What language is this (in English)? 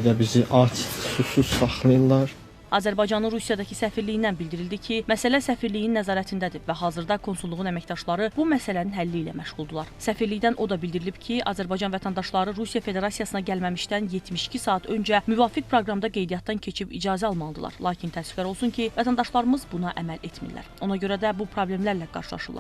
Azerbaijani